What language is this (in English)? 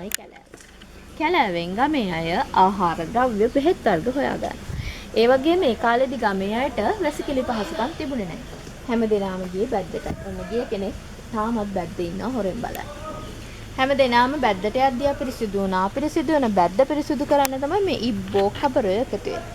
Sinhala